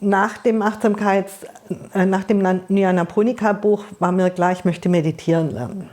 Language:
Swiss German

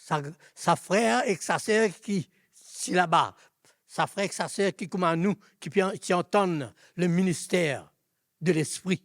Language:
Morisyen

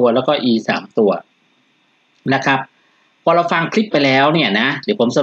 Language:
Thai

